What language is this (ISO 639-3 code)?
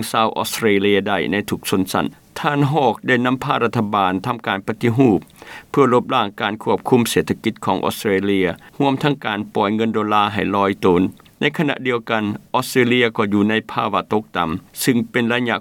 lao